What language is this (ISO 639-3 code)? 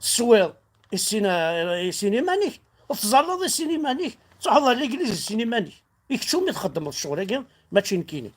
kab